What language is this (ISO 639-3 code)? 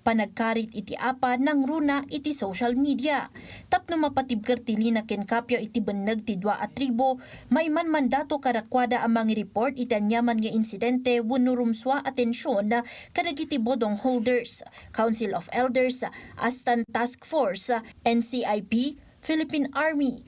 ilo